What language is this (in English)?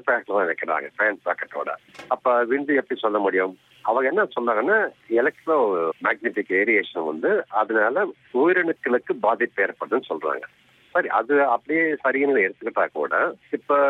Tamil